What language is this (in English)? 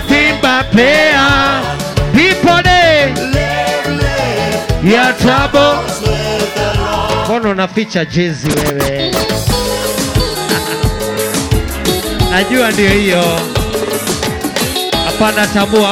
Swahili